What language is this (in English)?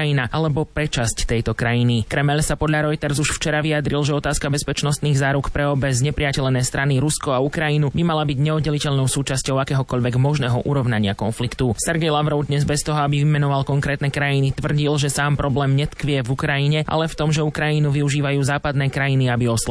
Slovak